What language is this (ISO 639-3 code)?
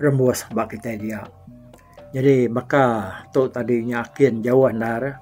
iba